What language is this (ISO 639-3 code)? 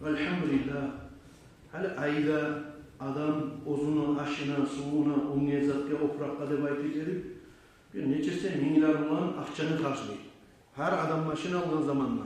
kum